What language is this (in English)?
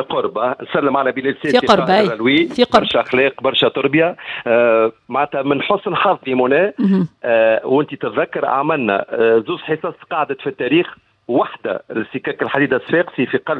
Tunisian Arabic